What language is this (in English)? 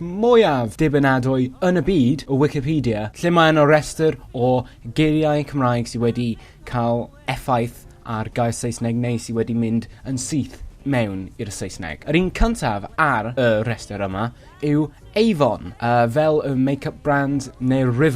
Welsh